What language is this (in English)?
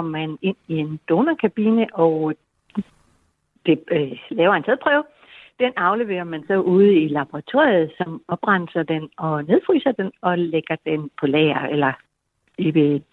Danish